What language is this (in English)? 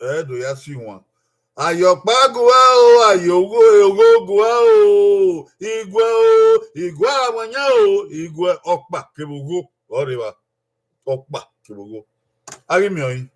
Bini